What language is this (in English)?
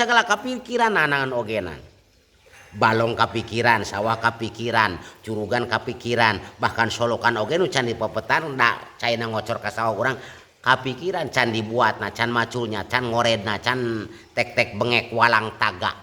Sundanese